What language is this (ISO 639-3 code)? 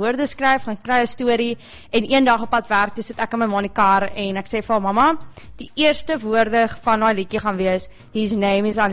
afr